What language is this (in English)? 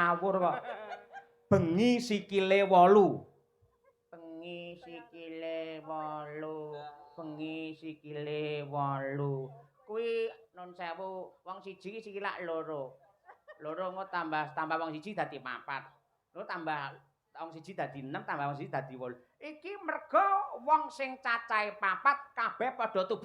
Javanese